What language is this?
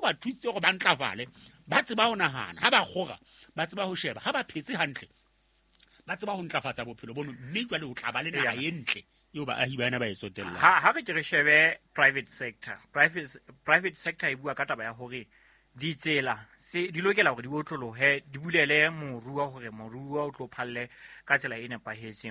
Southern Sotho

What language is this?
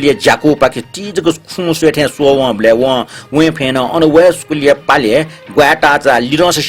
Newari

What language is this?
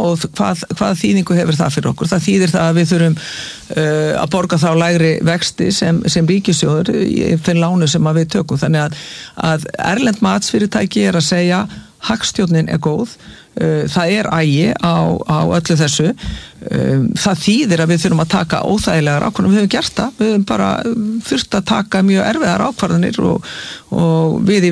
Icelandic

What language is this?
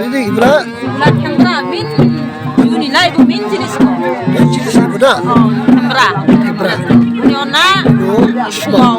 Dimasa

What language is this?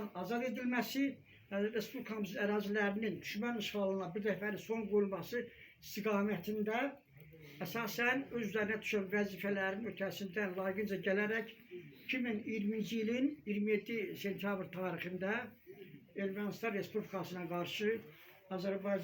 Azerbaijani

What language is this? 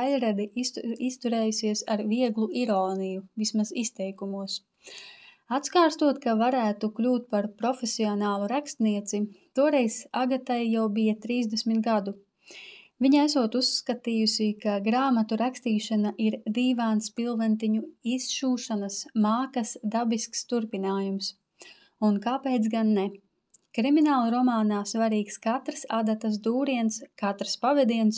Latvian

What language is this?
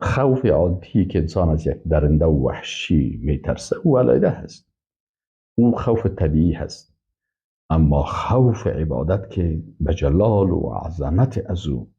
Persian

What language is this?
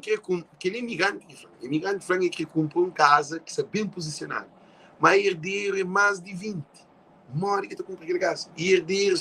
Kabuverdianu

